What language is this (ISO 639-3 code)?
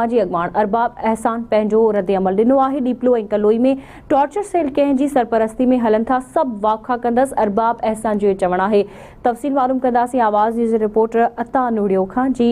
snd